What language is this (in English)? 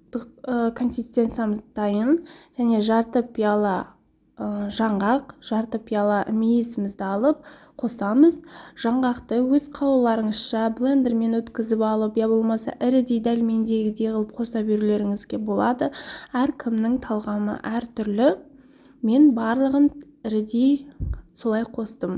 Kazakh